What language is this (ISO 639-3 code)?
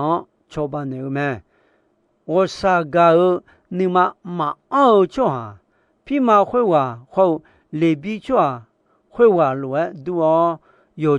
ahk